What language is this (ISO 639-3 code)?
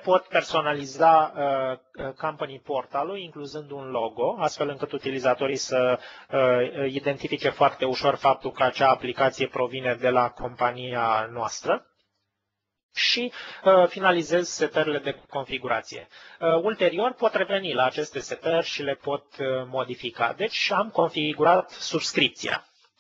ron